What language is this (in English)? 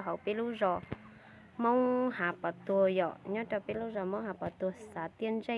Hmong